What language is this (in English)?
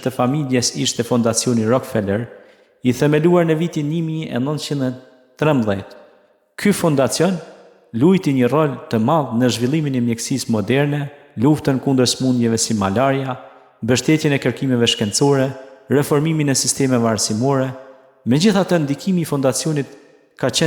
Albanian